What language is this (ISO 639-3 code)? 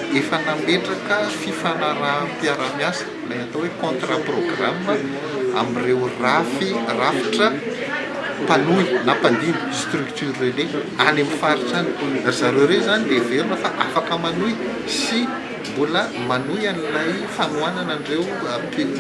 mlg